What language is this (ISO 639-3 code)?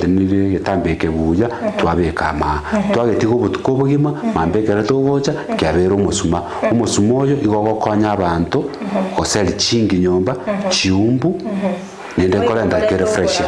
guz